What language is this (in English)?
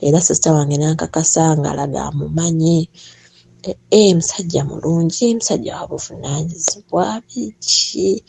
Ganda